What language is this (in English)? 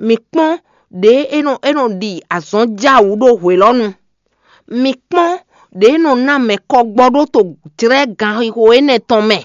Fon